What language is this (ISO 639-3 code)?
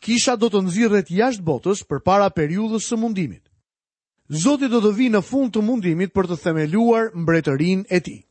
sqi